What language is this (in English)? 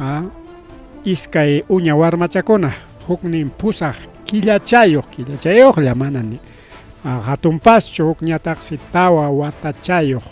Ayacucho Quechua